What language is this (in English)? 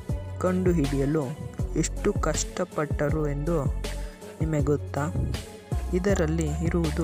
Kannada